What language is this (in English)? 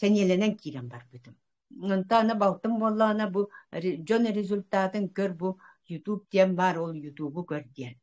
Yakut